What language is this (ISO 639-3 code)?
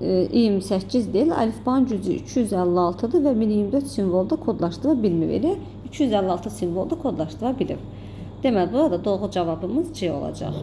aze